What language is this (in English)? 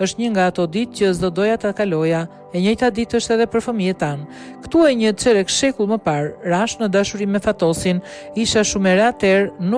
Albanian